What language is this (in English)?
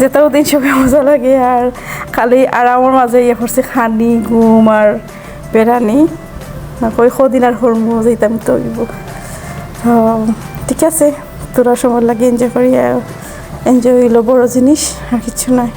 Sylheti